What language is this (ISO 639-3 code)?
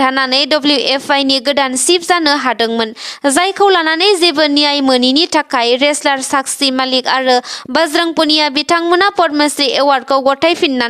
brx